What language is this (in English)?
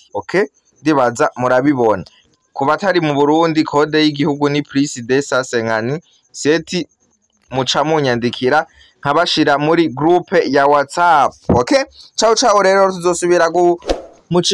Rundi